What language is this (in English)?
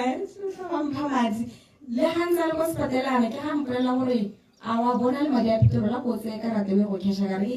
Tswana